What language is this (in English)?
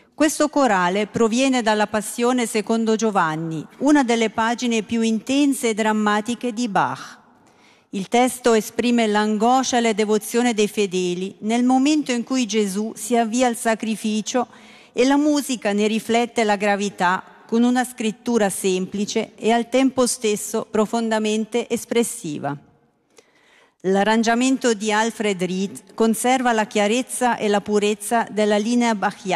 Italian